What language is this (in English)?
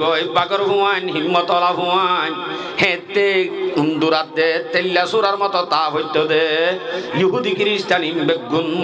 Rohingya